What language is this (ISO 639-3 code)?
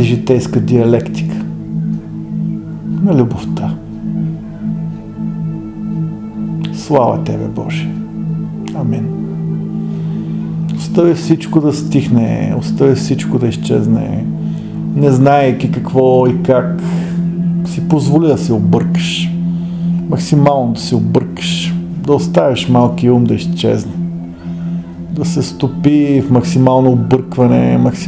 bul